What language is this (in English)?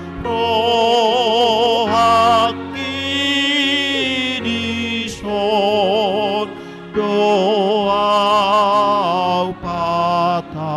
Batak Toba